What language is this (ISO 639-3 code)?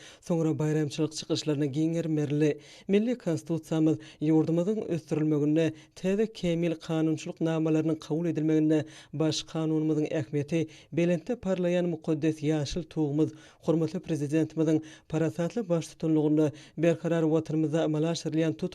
tuk